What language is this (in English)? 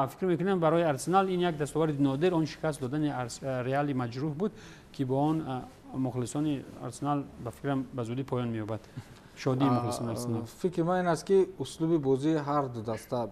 Tajik